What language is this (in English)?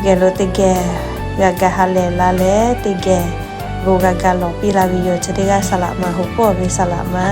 Lahu